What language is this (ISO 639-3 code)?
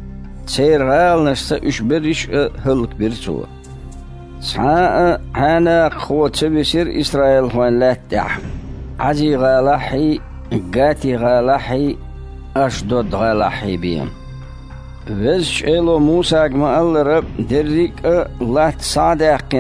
che